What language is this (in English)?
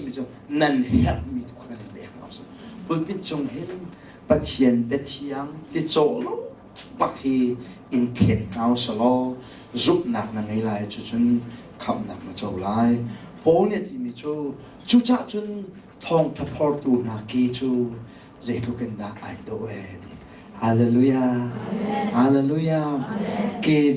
Hakha Chin